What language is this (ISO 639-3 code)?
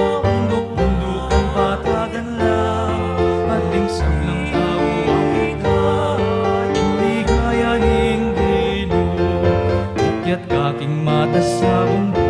pam